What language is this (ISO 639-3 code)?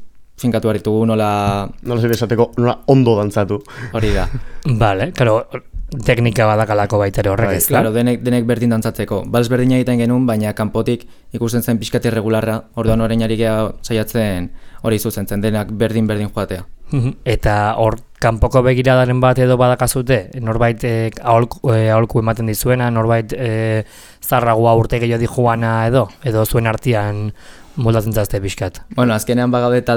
eus